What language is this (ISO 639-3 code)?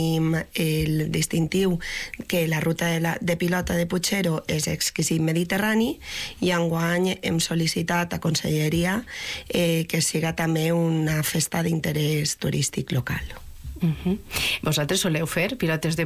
cat